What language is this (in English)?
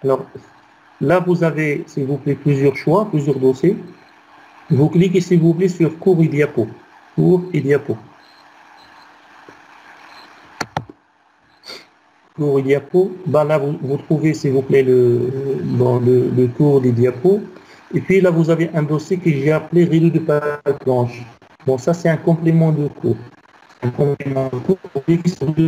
French